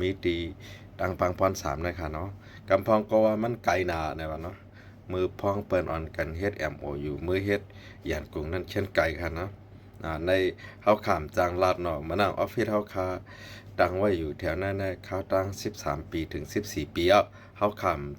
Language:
Shan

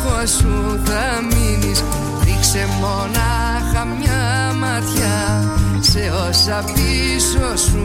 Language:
Greek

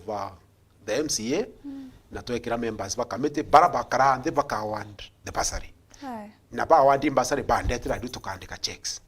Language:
Meru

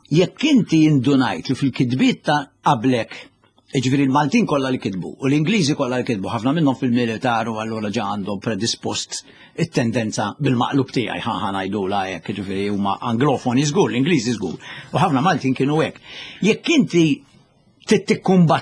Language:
Maltese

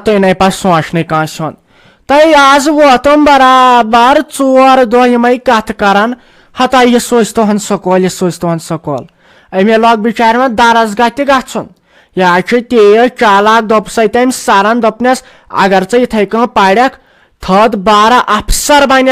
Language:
Kashmiri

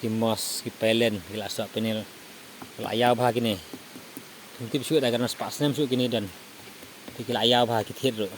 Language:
Khasi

